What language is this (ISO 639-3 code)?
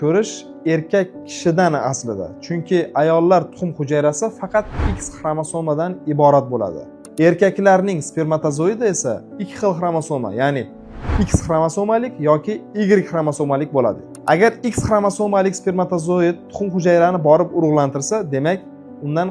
uzb